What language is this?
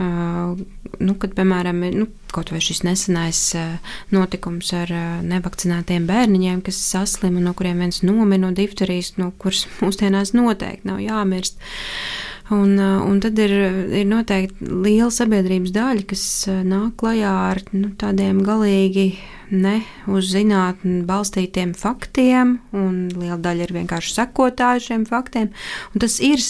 Latvian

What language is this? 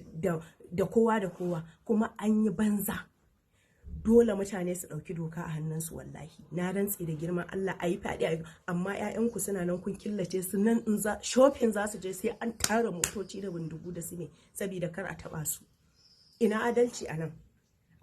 Hausa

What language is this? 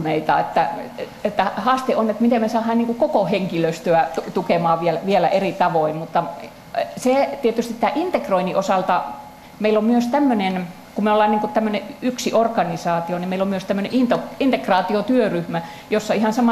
Finnish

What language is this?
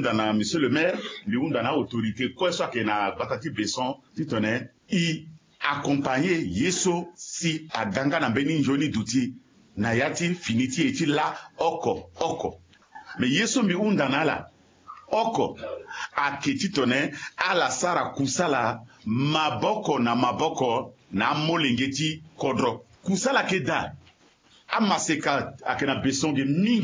Sango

